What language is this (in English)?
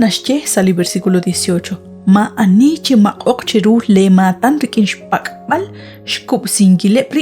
Kekchí